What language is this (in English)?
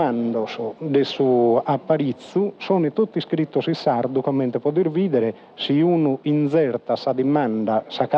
Sardinian